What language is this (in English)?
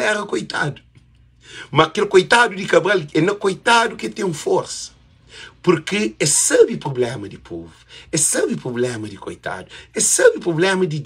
Kabuverdianu